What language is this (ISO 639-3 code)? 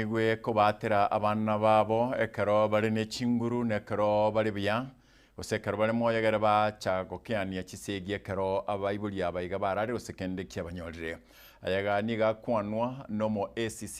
guz